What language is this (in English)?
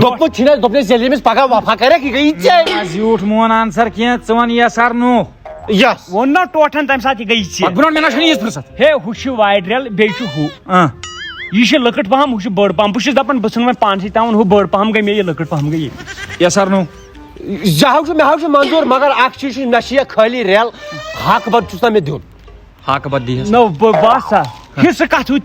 Kashmiri